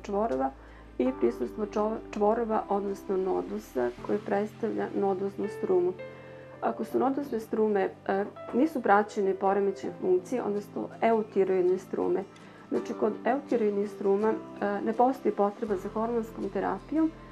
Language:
Serbian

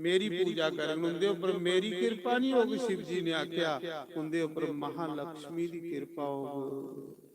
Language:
Dogri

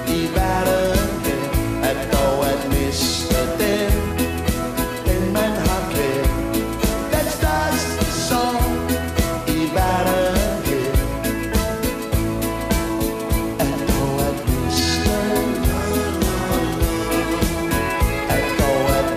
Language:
Danish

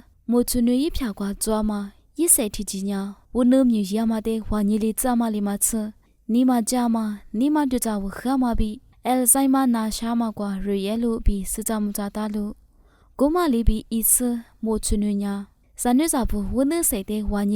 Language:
Lisu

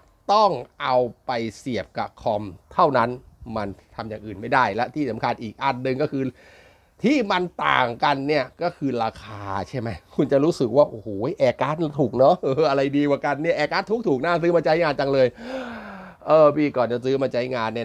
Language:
Thai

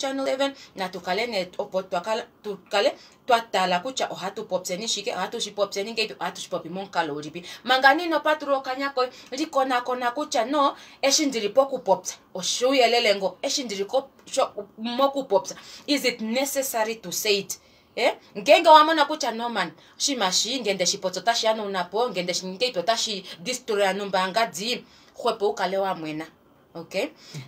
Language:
Kuanyama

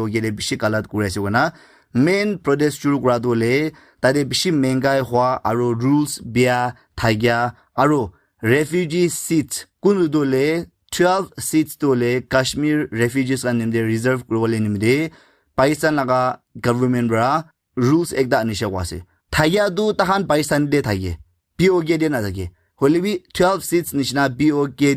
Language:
Naga Pidgin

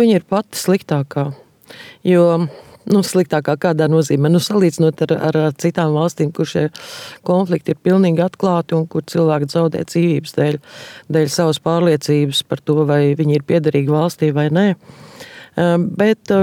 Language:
Latvian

